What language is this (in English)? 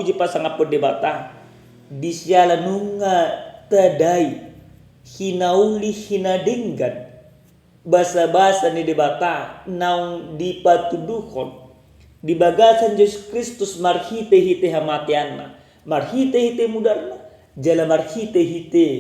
Batak Toba